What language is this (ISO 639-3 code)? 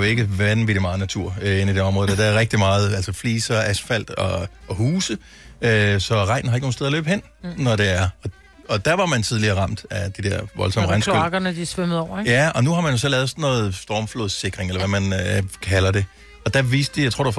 dan